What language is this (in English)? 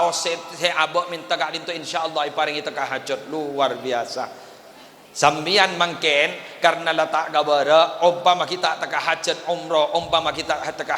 Madurese